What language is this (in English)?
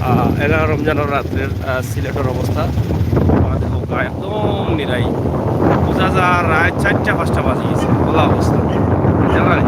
Sylheti